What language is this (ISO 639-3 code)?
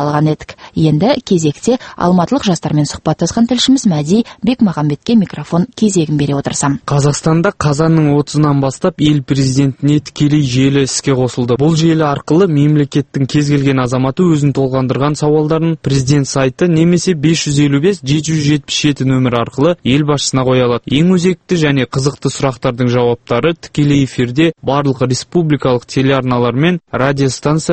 kaz